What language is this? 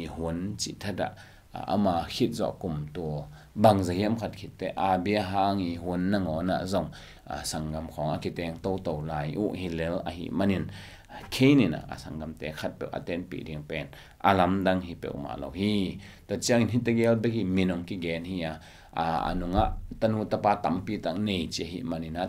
Tedim Chin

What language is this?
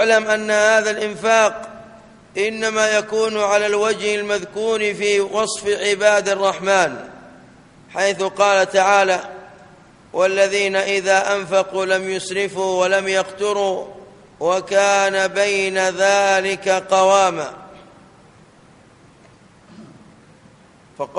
Arabic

